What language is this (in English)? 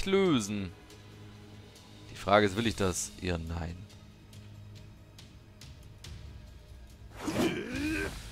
German